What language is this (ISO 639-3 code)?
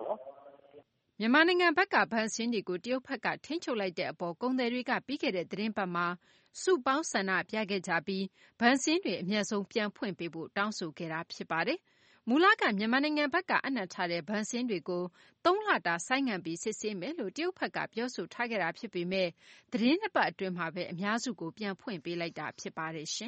mya